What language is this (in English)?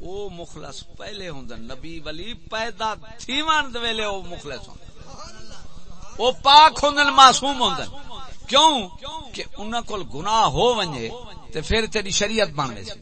Saraiki